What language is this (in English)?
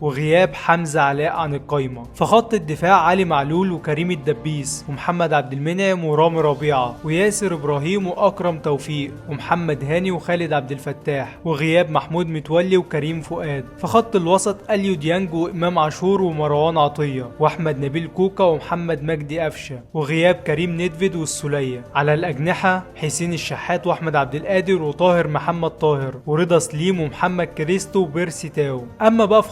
Egyptian Arabic